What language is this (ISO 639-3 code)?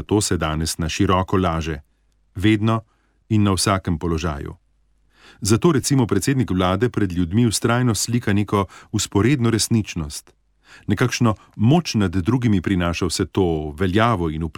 slv